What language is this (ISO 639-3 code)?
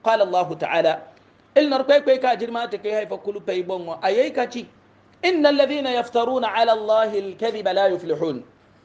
hau